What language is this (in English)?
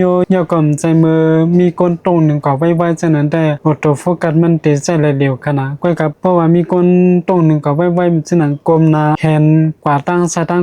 Shan